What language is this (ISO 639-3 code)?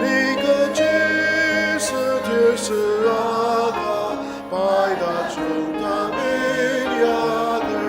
njo